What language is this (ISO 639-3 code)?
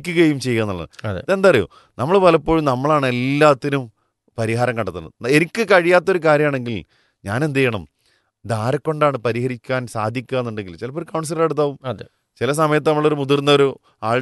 mal